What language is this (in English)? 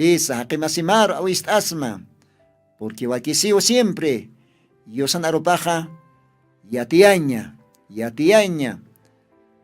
Aymara